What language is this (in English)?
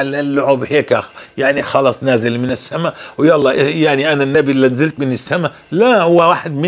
North Levantine Arabic